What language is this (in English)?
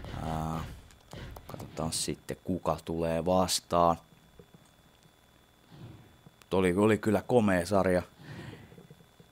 Finnish